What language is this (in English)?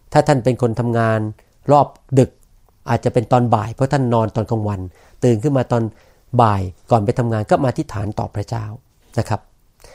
Thai